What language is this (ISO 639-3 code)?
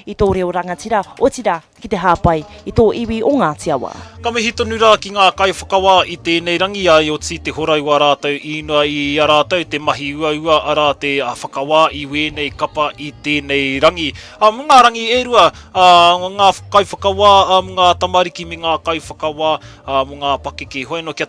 mri